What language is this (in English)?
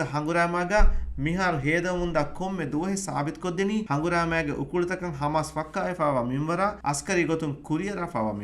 Divehi